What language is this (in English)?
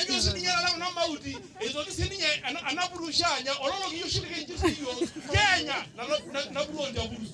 Masai